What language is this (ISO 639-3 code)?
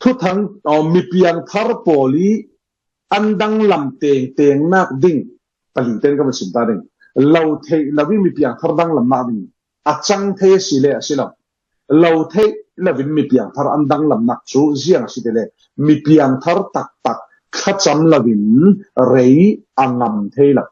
cfm